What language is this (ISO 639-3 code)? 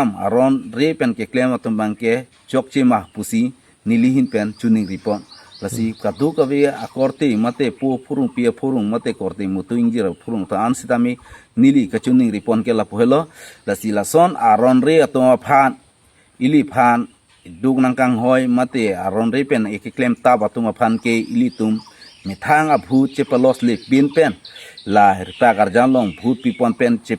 mjw